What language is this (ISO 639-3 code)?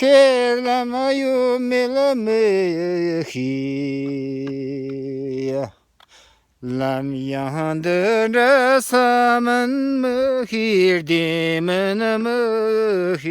bod